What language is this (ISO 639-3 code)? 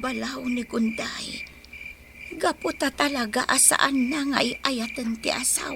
ilo